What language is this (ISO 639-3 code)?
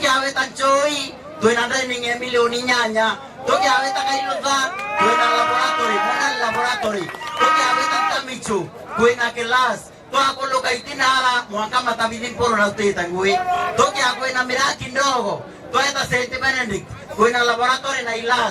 mer